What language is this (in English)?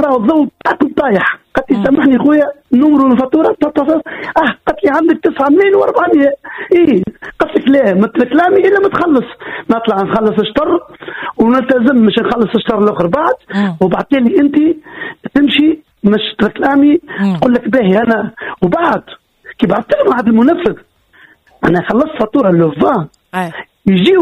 Tunisian Arabic